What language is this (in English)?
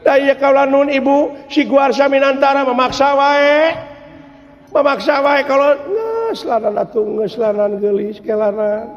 Sundanese